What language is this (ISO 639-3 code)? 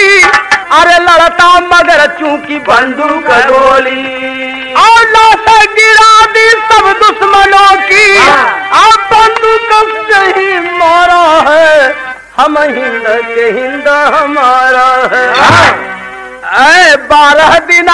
bho